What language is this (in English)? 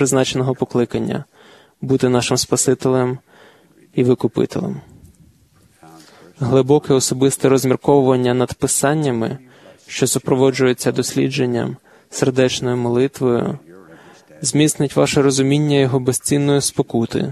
Ukrainian